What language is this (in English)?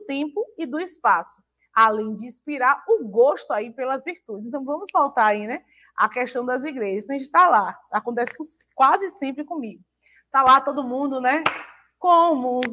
Portuguese